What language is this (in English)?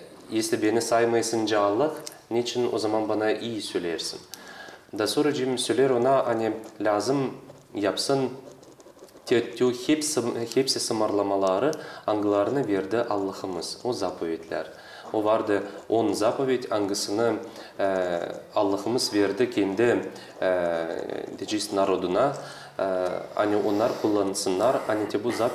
Gagauz